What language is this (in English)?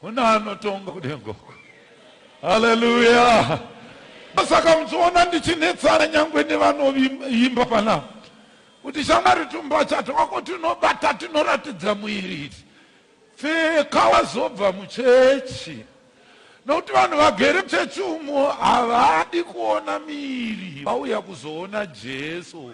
Shona